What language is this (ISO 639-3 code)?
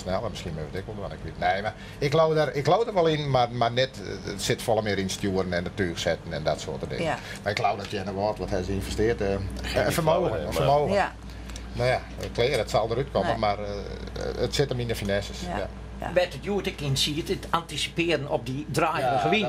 fry